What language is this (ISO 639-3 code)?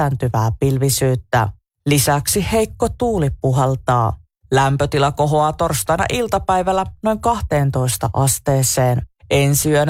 fin